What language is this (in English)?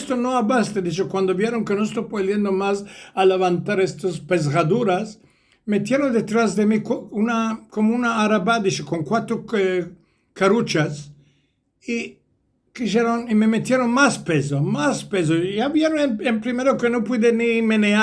Ladino